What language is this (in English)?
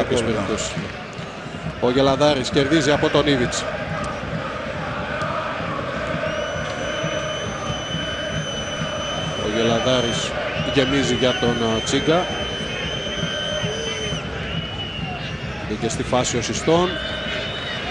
Greek